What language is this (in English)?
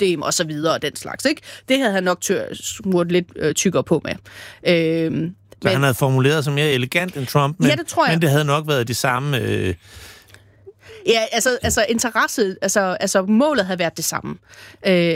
Danish